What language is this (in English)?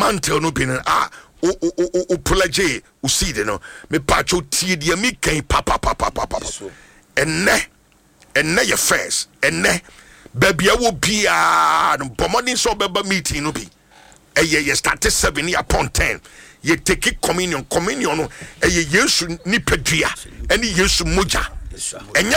Akan